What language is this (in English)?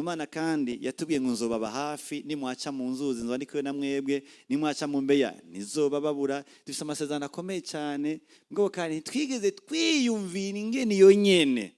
Rundi